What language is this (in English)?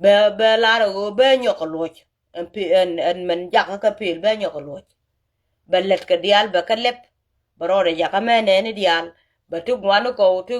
Nuer